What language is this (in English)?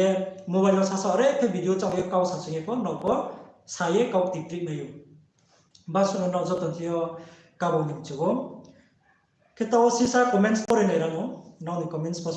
Riang (India)